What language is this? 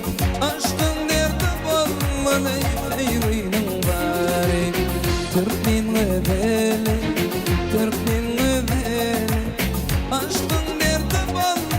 Turkmen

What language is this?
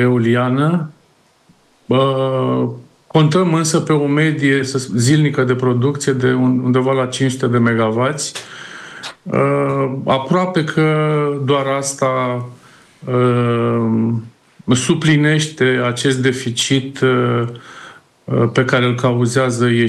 Romanian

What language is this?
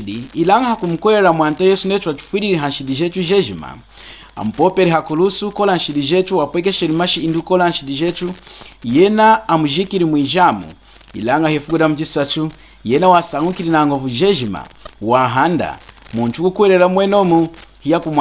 Lunda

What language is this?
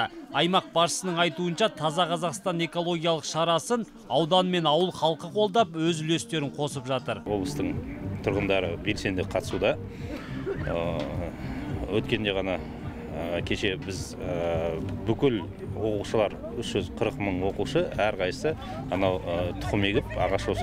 Kazakh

